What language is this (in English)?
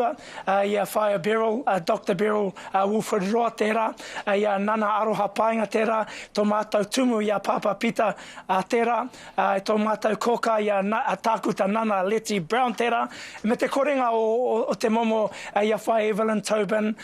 Māori